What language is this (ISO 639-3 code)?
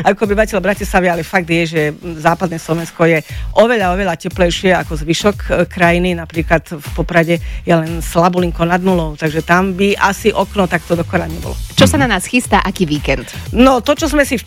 slk